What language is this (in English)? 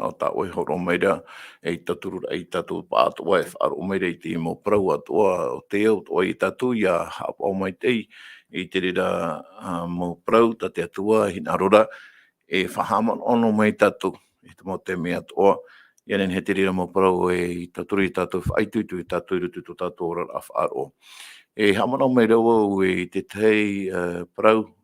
Tahitian